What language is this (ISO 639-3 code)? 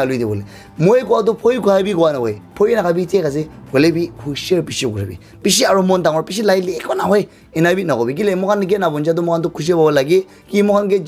nag